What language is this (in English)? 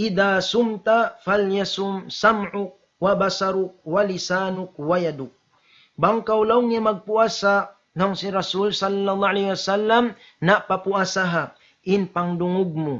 Tausug